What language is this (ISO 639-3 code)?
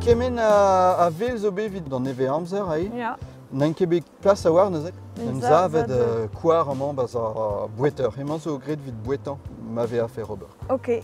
bre